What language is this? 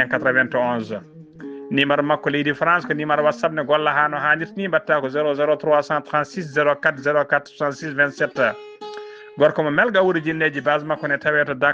Fula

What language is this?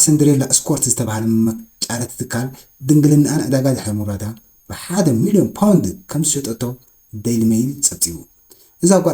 Tigrinya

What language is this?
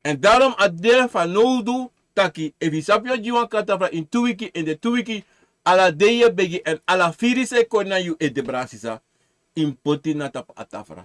Sranan Tongo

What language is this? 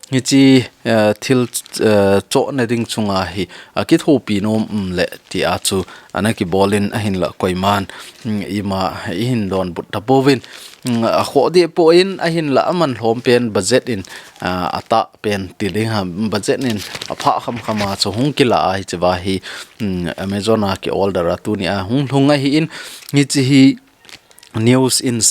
Thado Chin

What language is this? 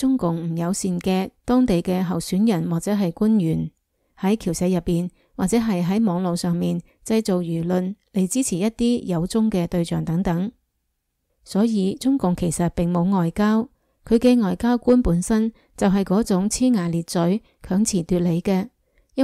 Cantonese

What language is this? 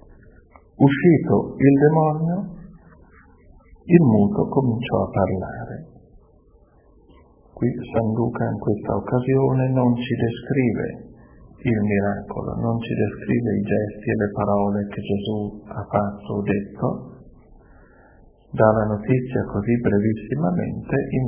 Italian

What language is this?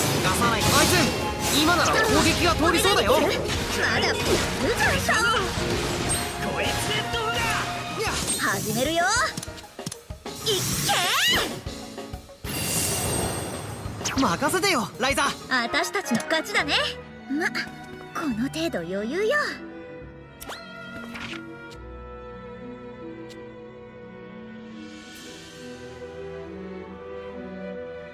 Japanese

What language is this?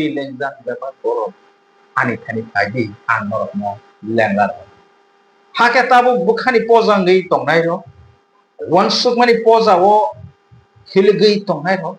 Kok Borok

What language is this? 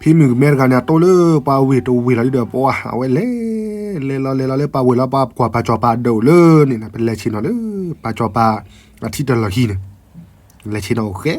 S'gaw Karen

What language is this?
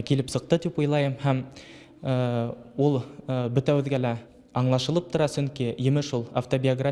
Bashkir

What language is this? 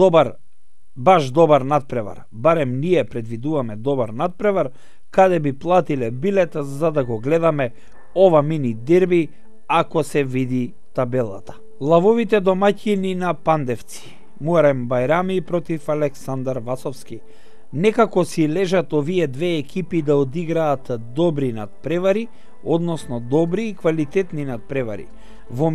Macedonian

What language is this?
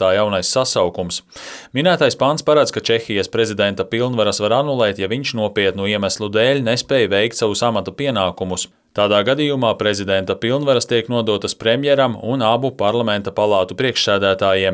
Latvian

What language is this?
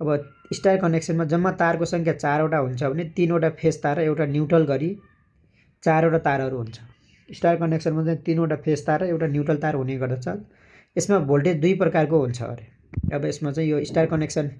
Nepali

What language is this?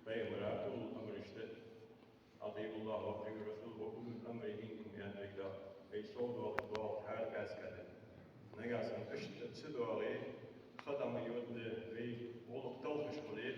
Ingush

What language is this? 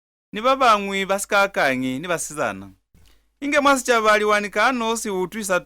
Lozi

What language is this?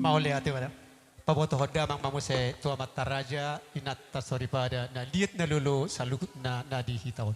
Batak Toba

